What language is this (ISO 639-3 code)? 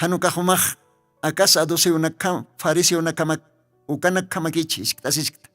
aym